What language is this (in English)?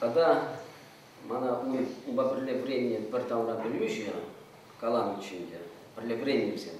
Chuvash